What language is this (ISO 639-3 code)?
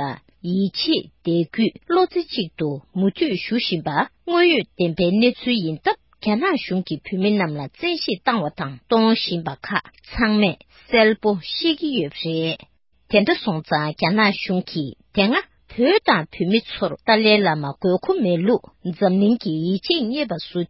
bod